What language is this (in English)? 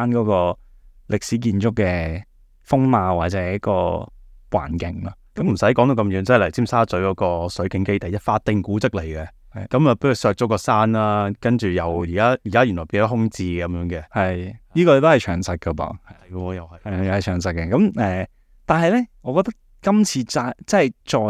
Cantonese